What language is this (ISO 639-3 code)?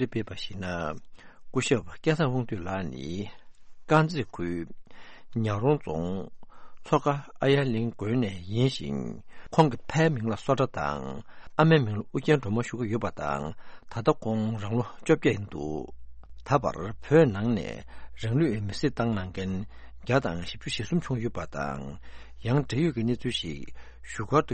bod